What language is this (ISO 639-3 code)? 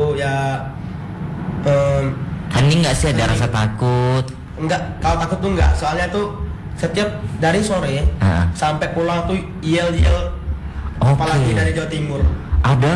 ind